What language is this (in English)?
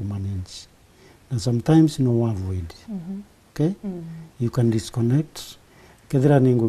Meru